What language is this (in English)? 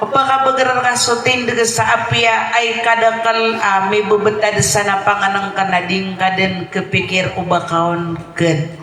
Maranao